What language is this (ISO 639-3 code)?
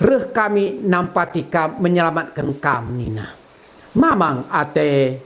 btx